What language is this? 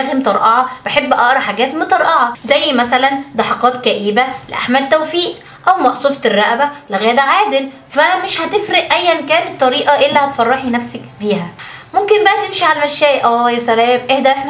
Egyptian Arabic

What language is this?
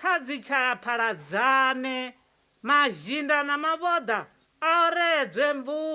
Venda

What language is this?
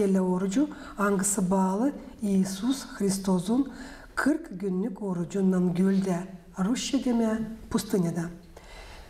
Gagauz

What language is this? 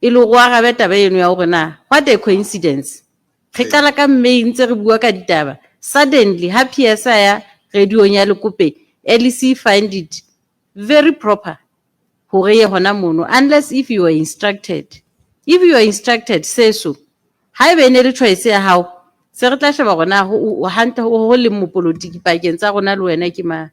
Southern Sotho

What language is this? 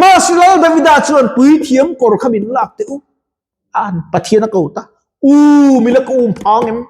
Mizo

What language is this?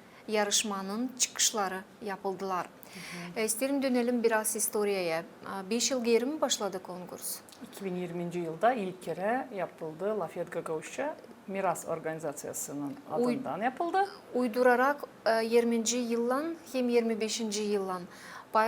Gagauz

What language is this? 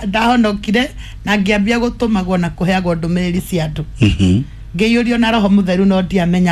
Kikuyu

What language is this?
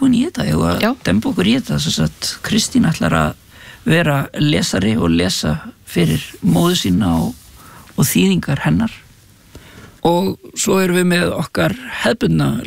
Icelandic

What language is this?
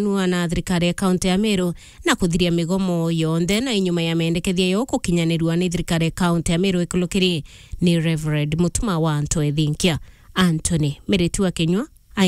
Meru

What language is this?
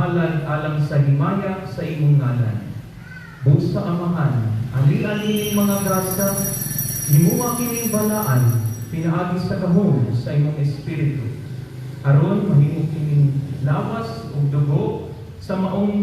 Cebuano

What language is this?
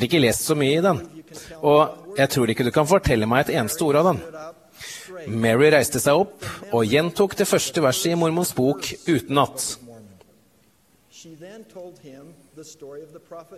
Norwegian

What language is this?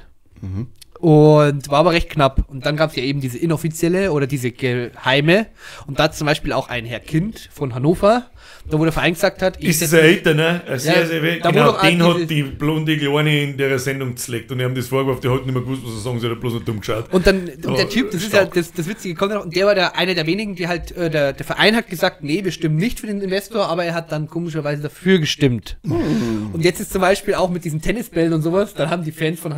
Bavarian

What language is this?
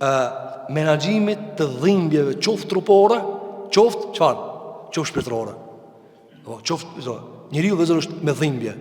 Albanian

